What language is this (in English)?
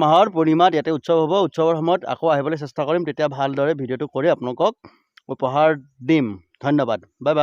Assamese